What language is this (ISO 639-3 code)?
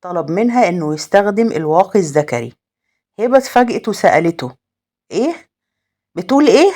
arz